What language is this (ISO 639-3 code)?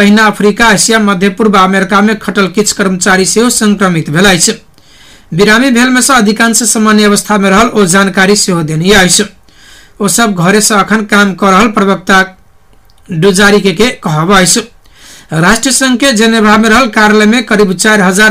mai